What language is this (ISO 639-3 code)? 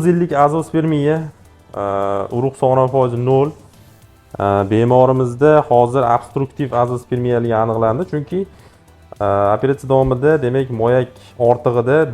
uzb